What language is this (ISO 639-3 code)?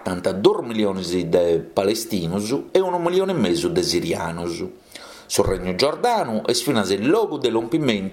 srd